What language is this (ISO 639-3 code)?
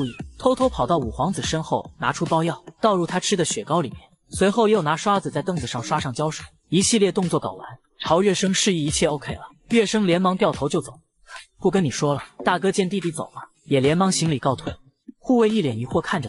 zho